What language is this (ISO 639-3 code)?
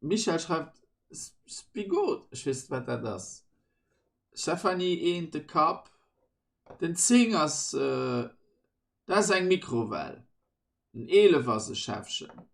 ltz